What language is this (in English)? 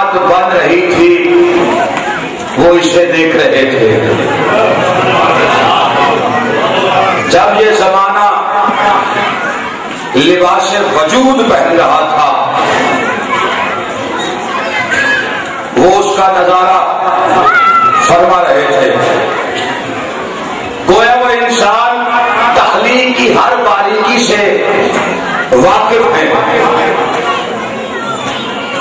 Urdu